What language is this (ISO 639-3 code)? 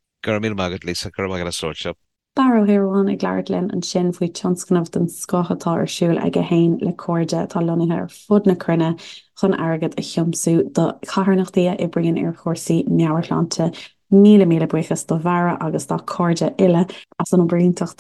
gle